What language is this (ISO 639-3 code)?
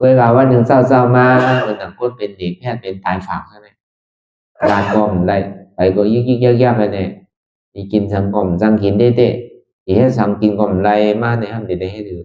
shn